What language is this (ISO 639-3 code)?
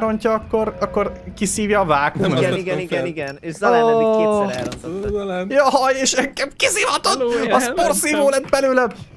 hun